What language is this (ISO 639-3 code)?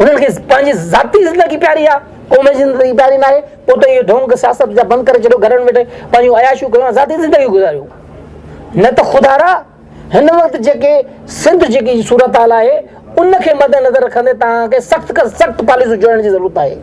snd